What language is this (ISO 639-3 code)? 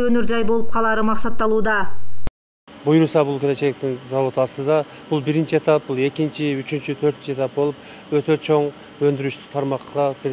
kir